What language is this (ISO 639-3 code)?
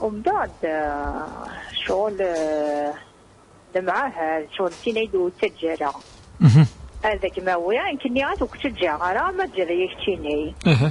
kab